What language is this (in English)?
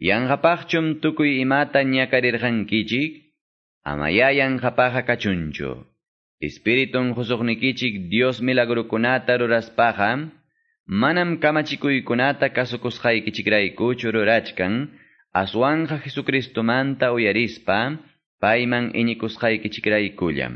Quechua